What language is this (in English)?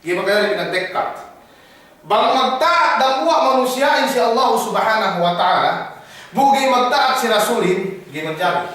Yakan